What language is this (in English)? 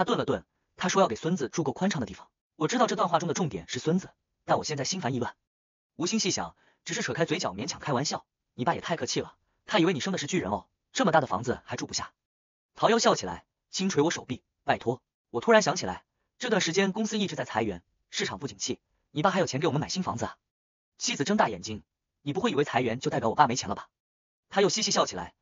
Chinese